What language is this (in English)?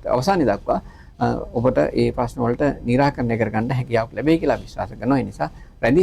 Sinhala